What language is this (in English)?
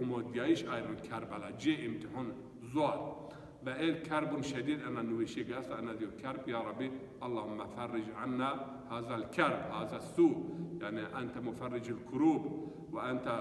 Zaza